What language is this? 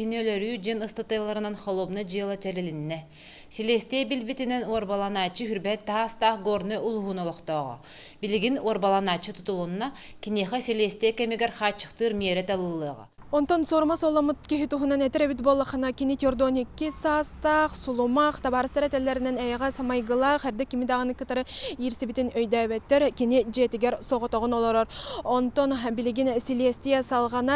Yakut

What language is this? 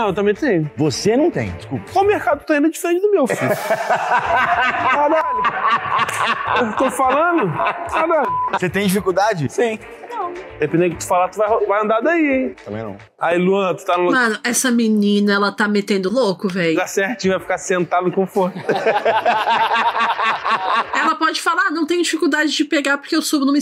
Portuguese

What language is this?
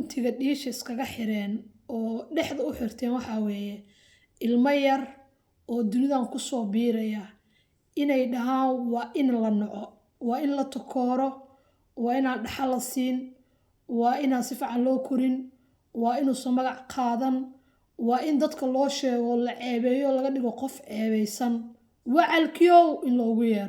Somali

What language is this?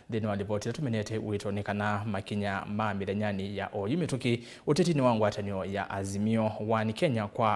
Kamba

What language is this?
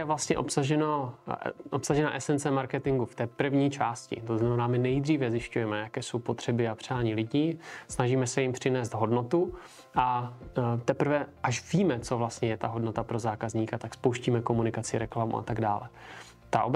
Czech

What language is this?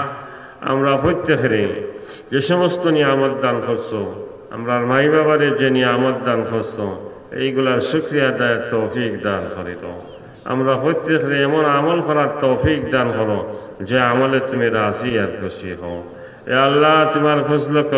Sylheti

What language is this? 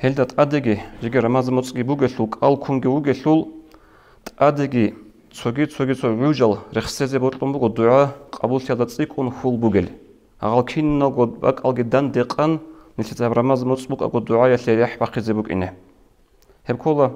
Avaric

